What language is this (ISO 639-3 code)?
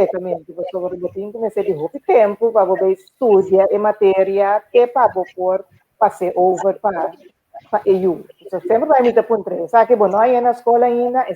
pap